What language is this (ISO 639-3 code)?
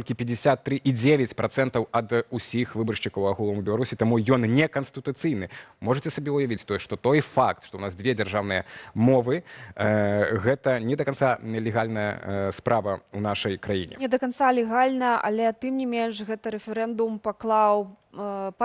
bel